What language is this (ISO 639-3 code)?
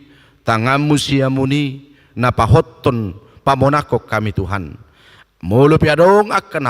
bbc